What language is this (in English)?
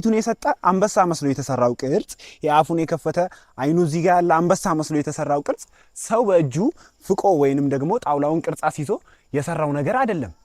Amharic